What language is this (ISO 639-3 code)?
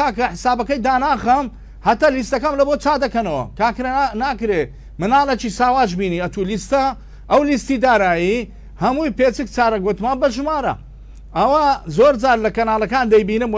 ckb